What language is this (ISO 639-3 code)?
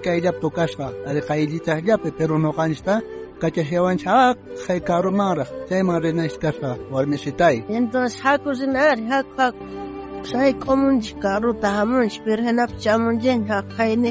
quh